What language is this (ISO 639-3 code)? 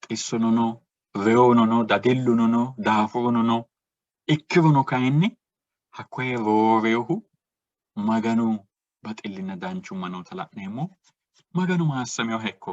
sid